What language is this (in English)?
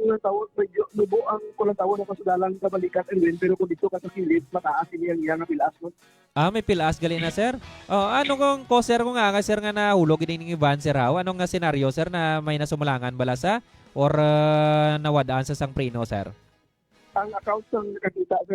Hiligaynon